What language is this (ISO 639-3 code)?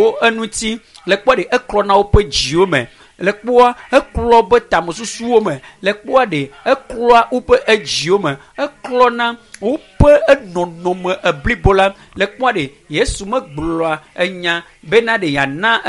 ewe